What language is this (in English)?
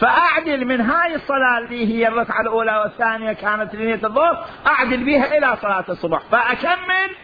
Mesopotamian Arabic